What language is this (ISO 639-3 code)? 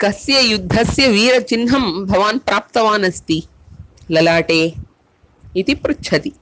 san